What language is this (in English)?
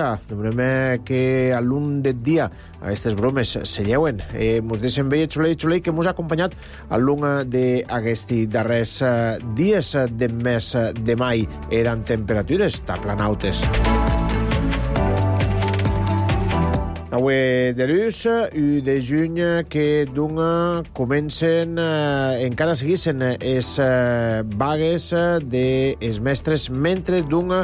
Catalan